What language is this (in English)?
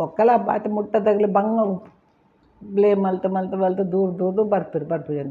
Tulu